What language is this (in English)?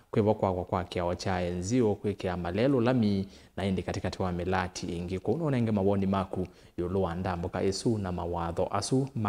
Kamba